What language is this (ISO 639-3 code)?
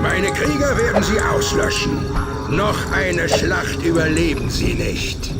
gsw